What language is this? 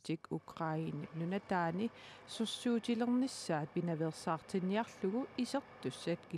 Kalaallisut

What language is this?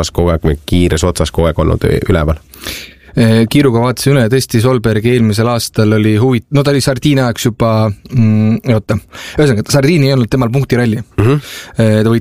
Estonian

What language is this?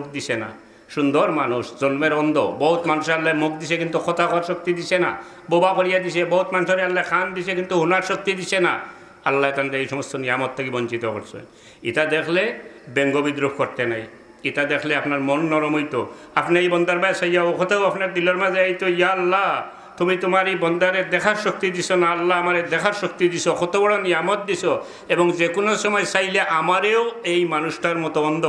Sylheti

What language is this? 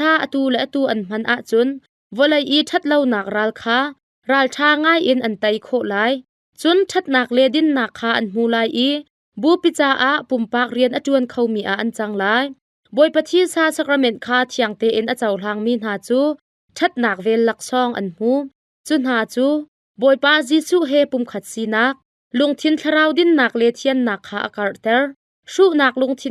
Hakha Chin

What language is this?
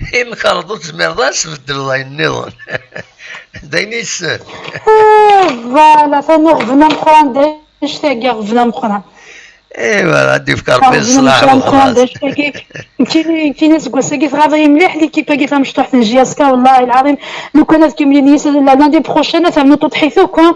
Kabyle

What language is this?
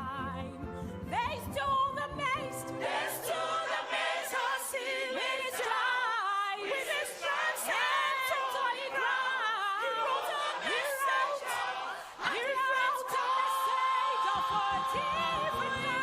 Ewe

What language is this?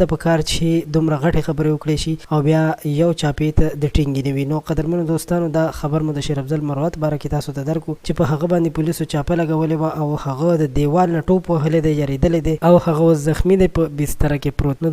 Pashto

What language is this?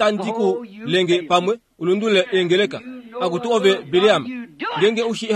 Kuanyama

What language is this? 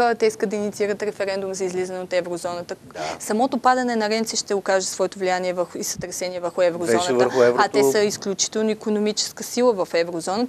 Bulgarian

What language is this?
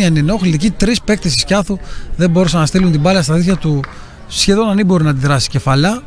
Greek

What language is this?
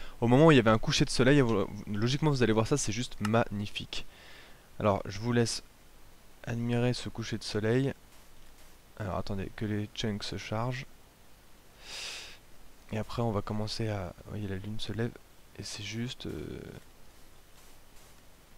French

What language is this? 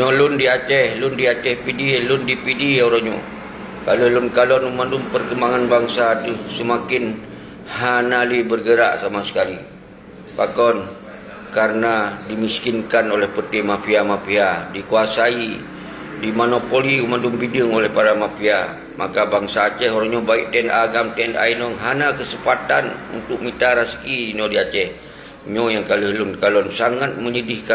Achinese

